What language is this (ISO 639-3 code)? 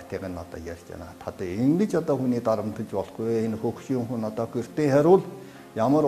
mon